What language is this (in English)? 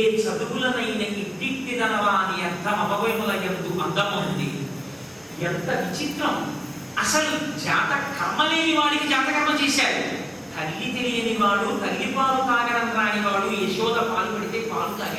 Telugu